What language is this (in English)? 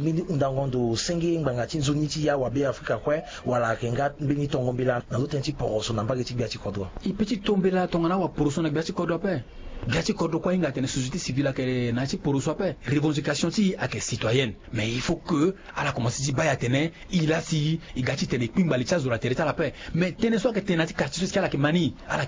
Sango